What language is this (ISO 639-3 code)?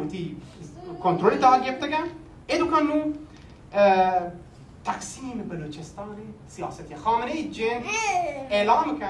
bal